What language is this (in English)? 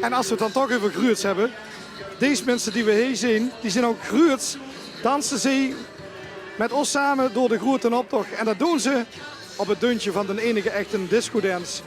Limburgish